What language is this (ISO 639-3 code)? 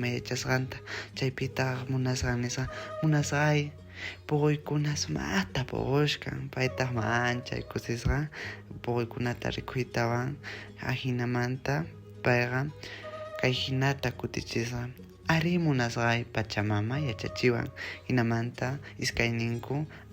que